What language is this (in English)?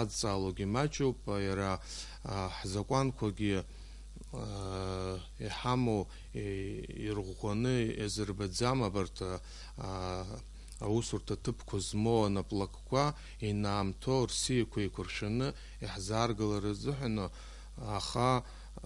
Abkhazian